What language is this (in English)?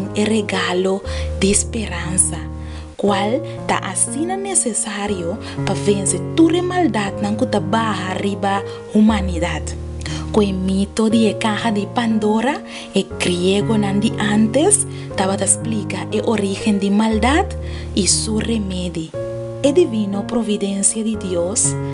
Papiamento